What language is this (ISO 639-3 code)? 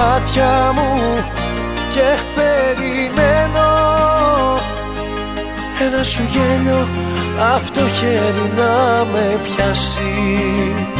ell